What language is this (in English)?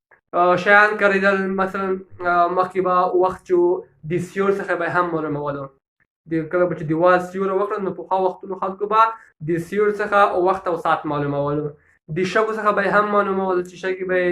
Pashto